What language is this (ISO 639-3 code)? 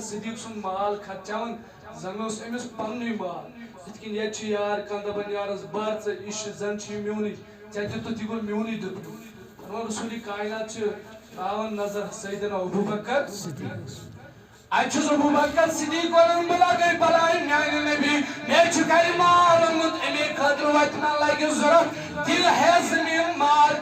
kas